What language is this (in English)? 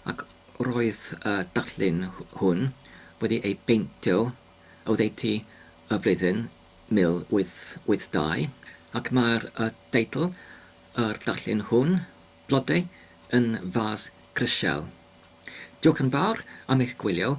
Welsh